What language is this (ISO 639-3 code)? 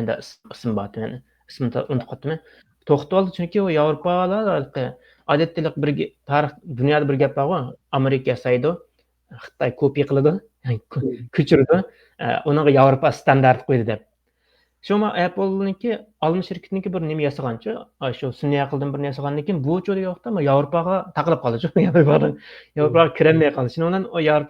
uig